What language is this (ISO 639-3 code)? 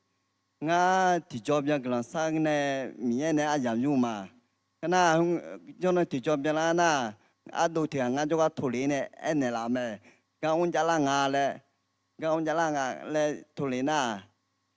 ahk